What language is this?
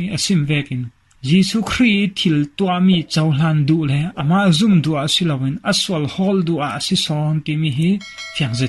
Falam Chin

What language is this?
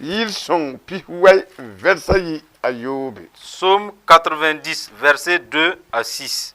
Mossi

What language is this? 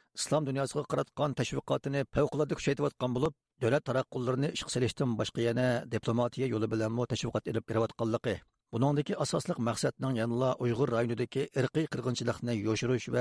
Uyghur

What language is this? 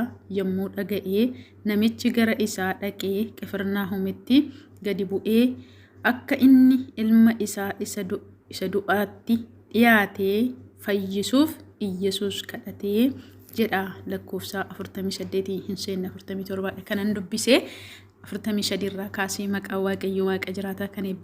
Oromo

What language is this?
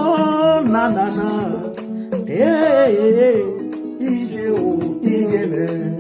Nigerian Pidgin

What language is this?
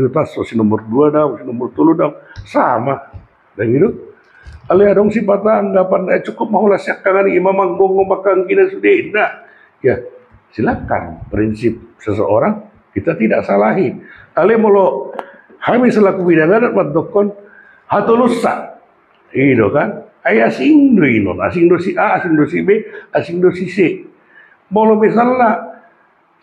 Batak Toba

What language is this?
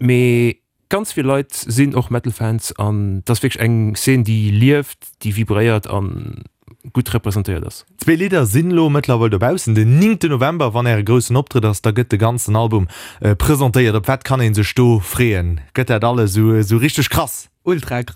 Luxembourgish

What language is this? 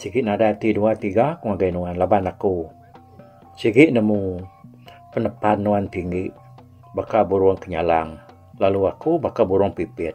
Iban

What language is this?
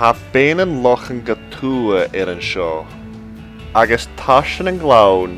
Scottish Gaelic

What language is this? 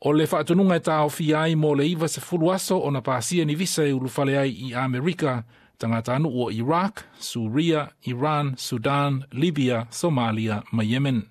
Samoan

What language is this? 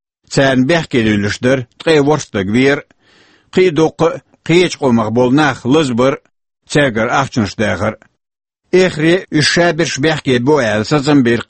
Chechen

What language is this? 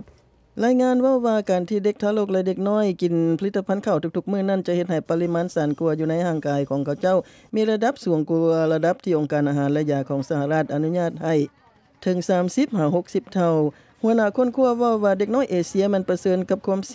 Lao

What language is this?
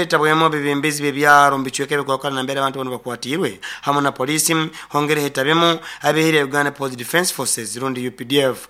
Nyoro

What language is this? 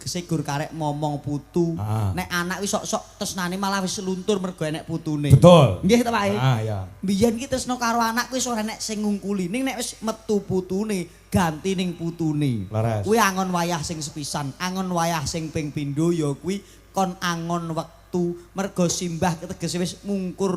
Javanese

